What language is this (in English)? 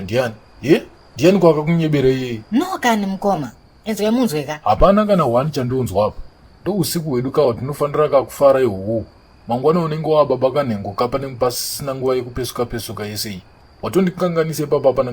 Shona